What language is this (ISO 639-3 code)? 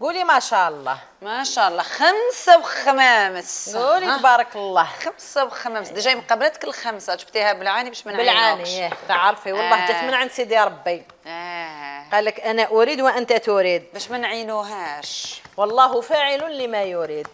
arq